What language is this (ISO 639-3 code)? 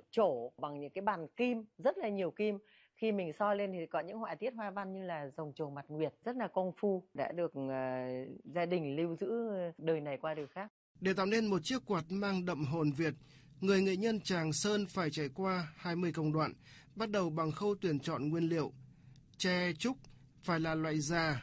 vie